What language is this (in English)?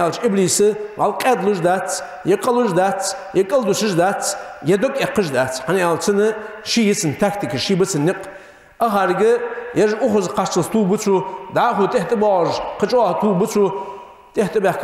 Ingush